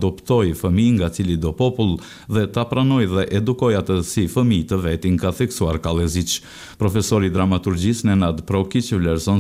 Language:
Albanian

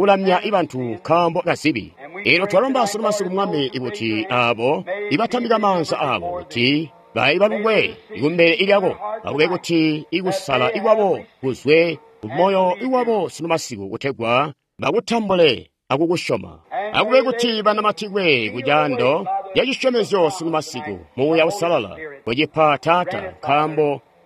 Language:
Tonga (Zambia)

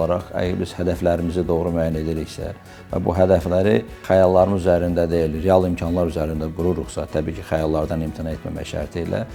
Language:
Azerbaijani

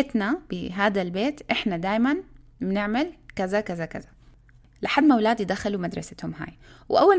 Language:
North Levantine Arabic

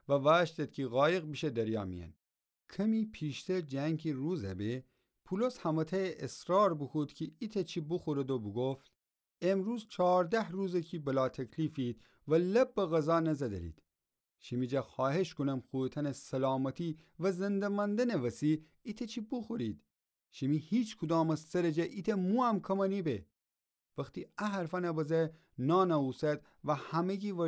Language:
Gilaki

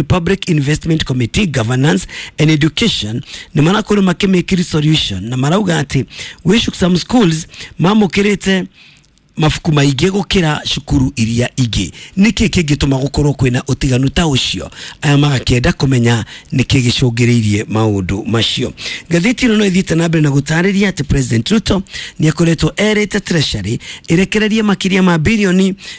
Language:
Kikuyu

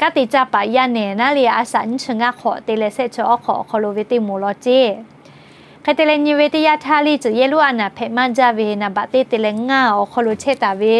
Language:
Lahu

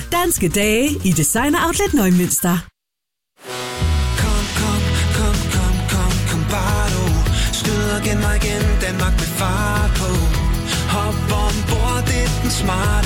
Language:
Danish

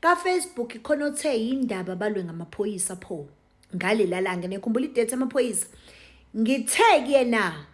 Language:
Zulu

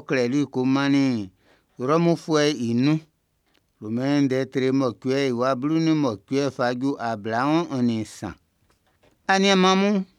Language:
Baoulé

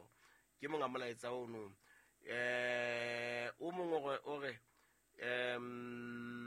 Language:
Southern Sotho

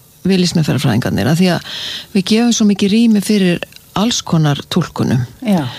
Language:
Icelandic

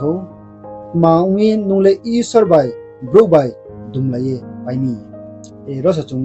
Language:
Riang (India)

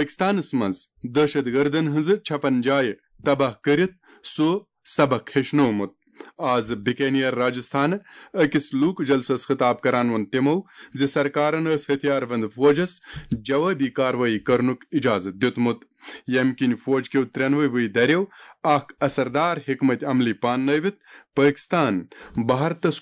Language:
Kashmiri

